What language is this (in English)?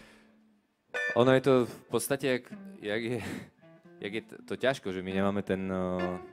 Slovak